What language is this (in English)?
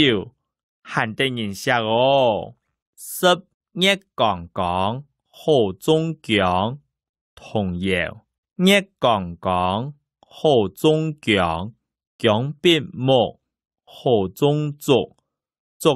Hakka Chinese